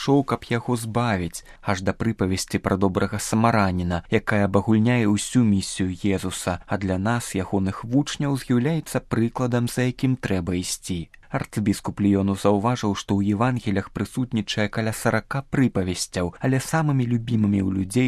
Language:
Belarusian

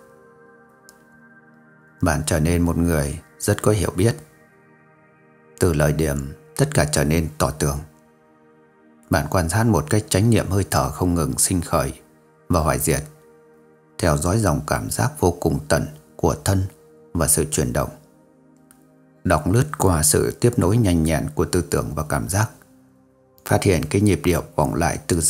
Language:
Vietnamese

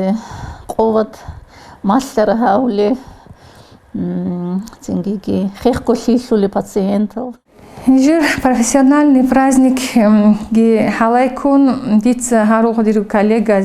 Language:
Avaric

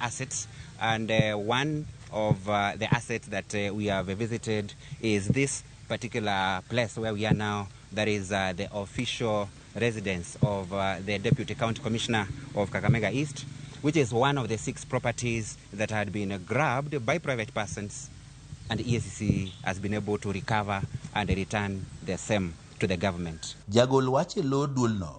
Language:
Luo (Kenya and Tanzania)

